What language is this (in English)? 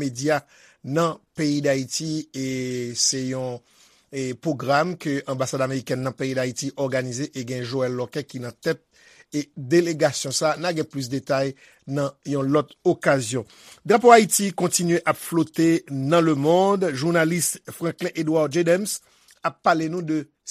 Haitian Creole